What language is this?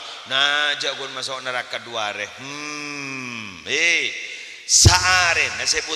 Madurese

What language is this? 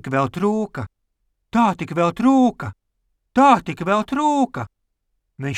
Latvian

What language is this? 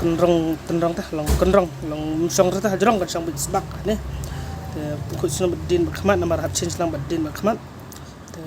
Khasi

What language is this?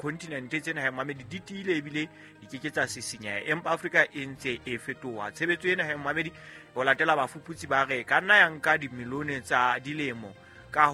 Southern Sotho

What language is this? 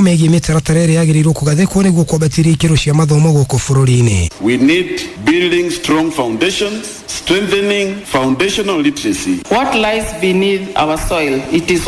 Kikuyu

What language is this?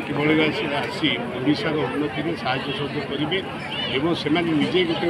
Odia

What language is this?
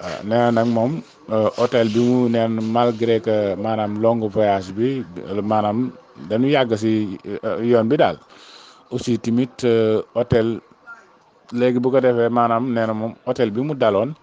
Wolof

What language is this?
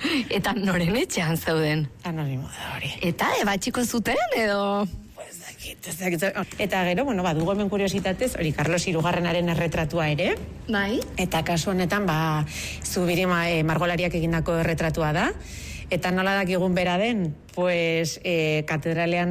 Basque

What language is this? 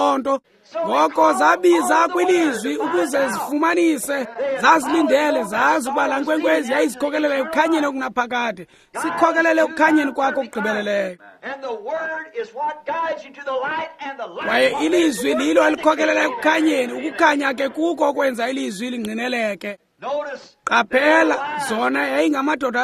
Xhosa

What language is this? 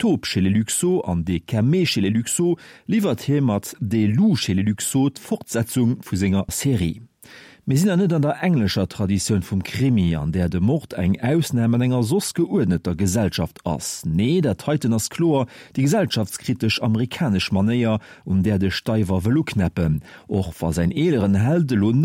Luxembourgish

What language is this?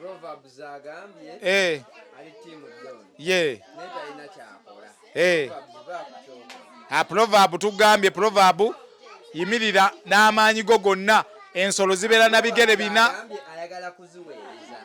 Ganda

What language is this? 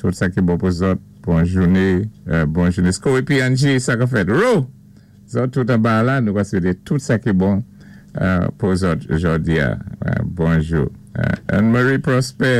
Saint Lucian Creole French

